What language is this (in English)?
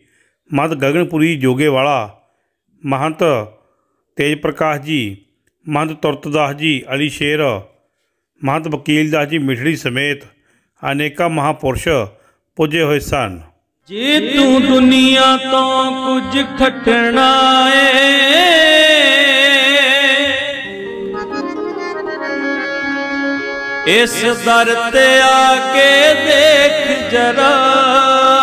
Punjabi